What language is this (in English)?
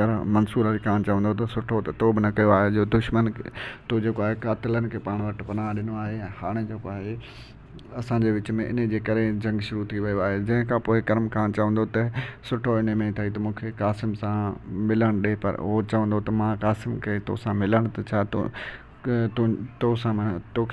Sindhi